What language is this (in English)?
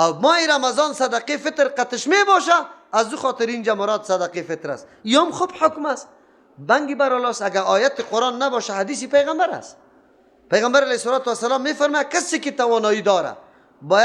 Persian